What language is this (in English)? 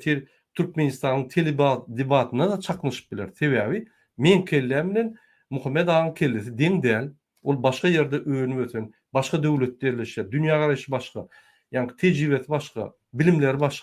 Turkmen